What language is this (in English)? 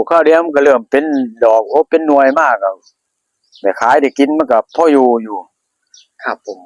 Northeastern Thai